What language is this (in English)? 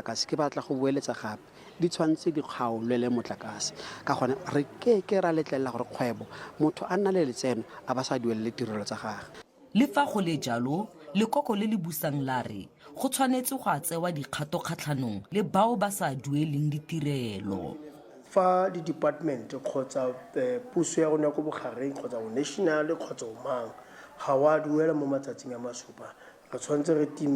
Tswana